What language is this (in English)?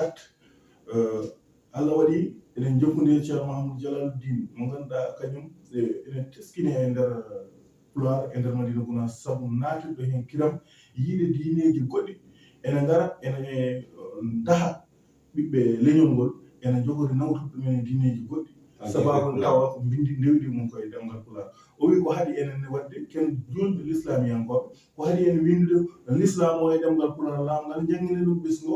Fula